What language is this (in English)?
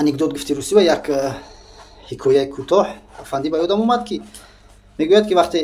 Tajik